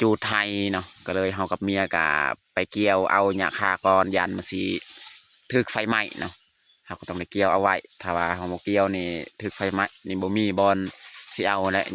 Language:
Lao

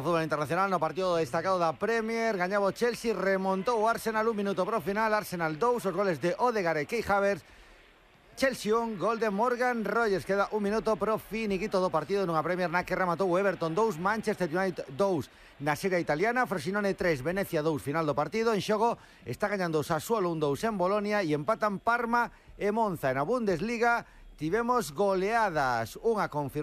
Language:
Galician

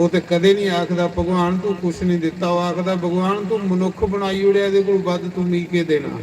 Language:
Dogri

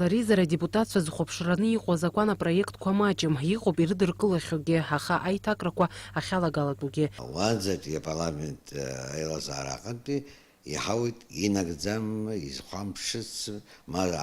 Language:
Abkhazian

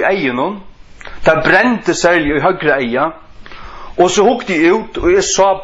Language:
Faroese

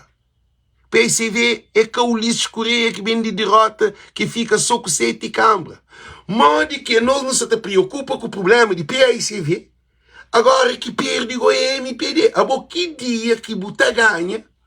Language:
Kabuverdianu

